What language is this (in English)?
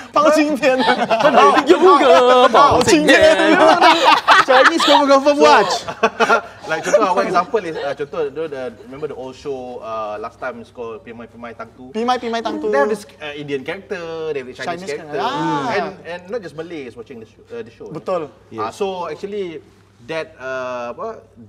Malay